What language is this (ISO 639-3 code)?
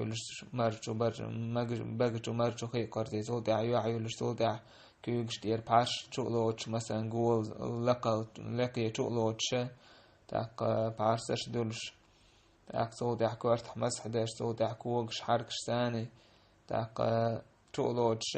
che